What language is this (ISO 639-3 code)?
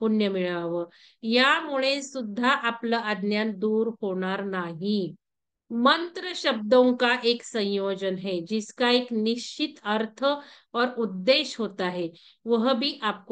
mar